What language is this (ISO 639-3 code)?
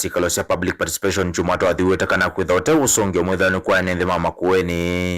kam